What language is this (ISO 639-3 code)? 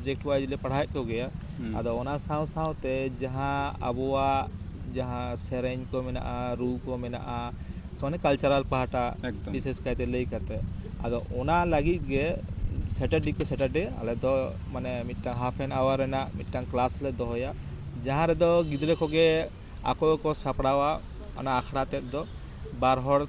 sat